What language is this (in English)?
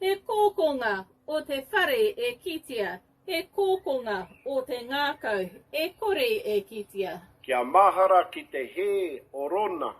Māori